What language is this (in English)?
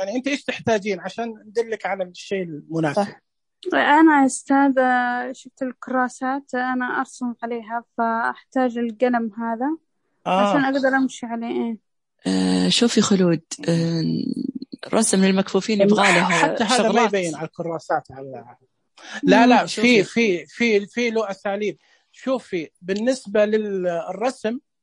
Najdi Arabic